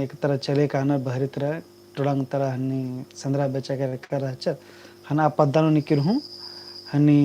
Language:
Kurukh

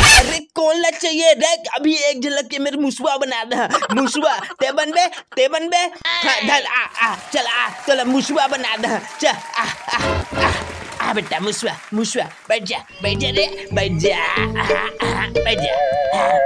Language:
Chhattisgarhi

